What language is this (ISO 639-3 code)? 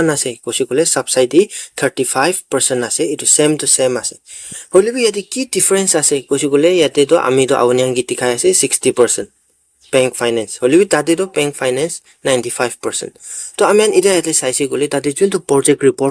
nag